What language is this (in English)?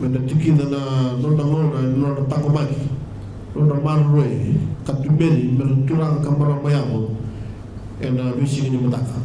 Fijian